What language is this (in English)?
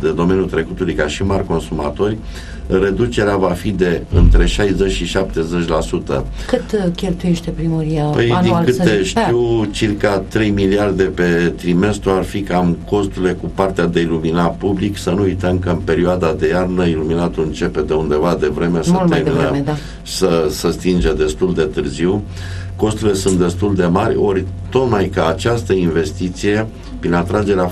Romanian